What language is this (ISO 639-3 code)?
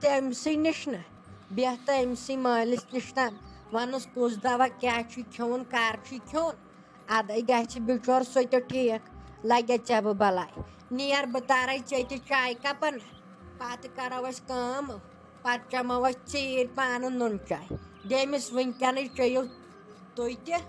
kas